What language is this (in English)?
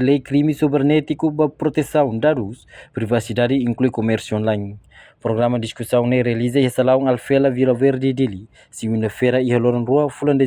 Tetum